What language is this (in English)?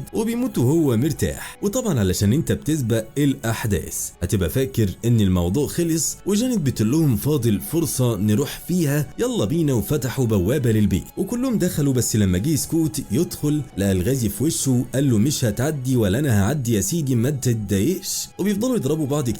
Egyptian Arabic